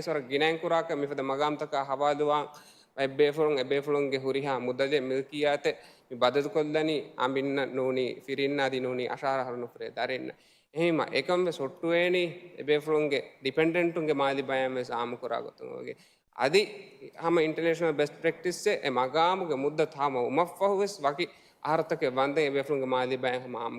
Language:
Divehi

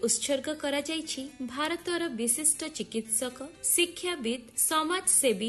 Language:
Odia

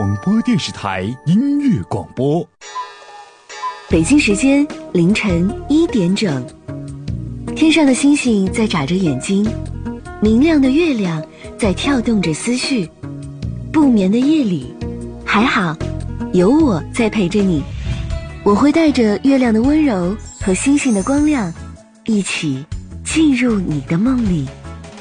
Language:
Chinese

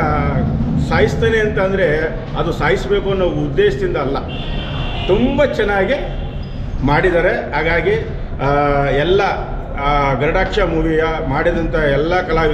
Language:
Kannada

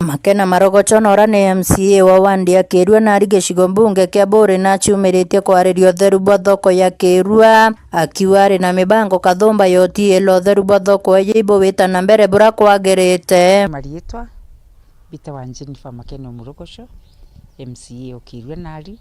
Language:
Meru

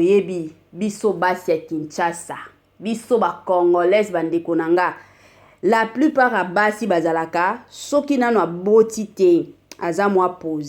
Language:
Lingala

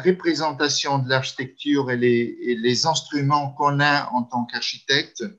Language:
French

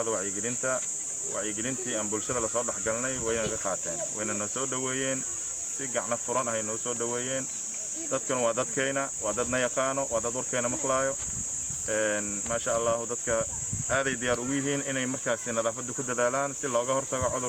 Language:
Somali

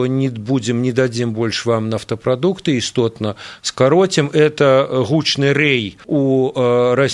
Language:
Belarusian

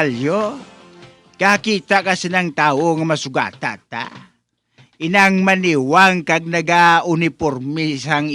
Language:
Hiligaynon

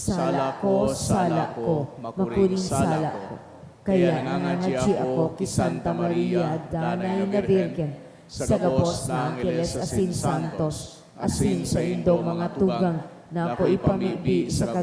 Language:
Bikol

